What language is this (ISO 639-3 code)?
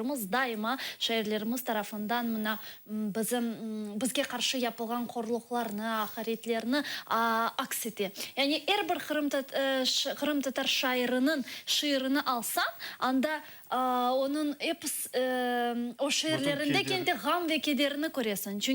crh